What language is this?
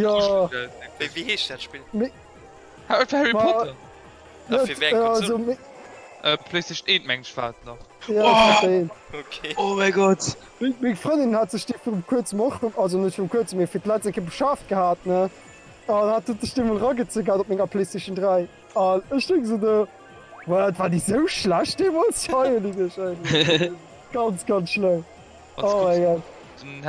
Luxembourgish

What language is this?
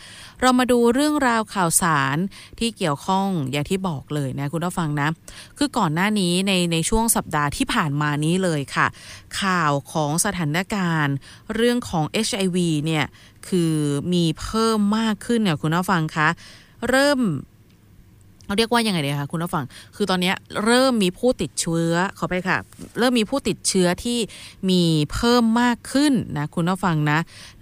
Thai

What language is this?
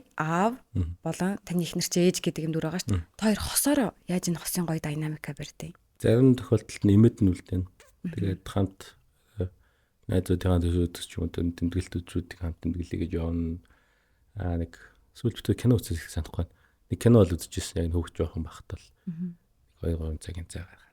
Mongolian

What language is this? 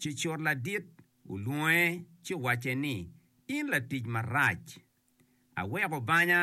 Acoli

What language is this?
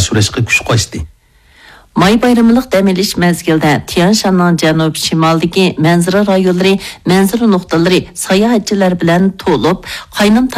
Uyghur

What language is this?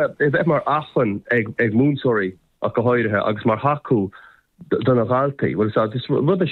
Irish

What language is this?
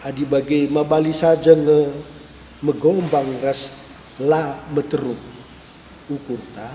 Batak Karo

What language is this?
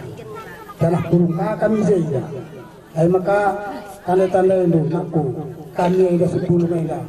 Batak Karo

